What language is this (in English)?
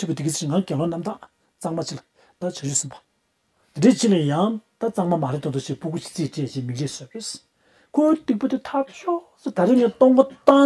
Tibetan